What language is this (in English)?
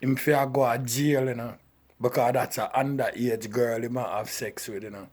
Jamaican Creole English